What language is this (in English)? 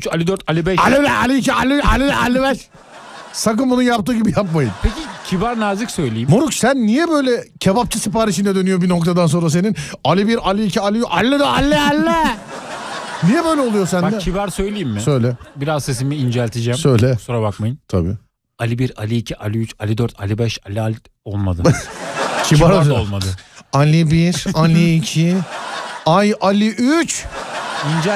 Turkish